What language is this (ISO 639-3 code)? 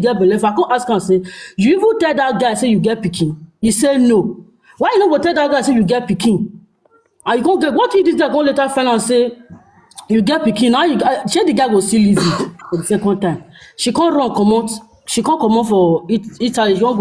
pcm